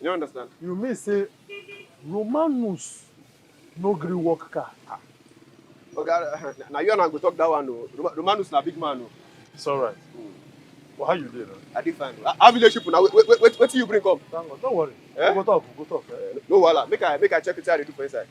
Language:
Nigerian Pidgin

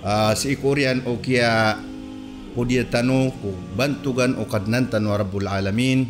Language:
Maranao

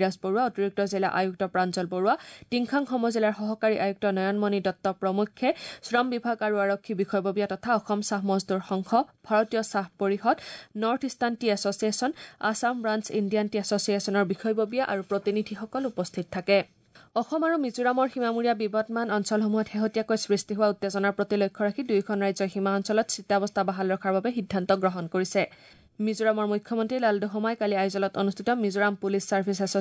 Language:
Assamese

